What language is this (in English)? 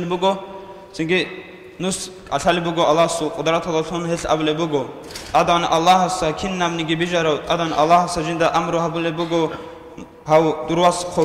Avaric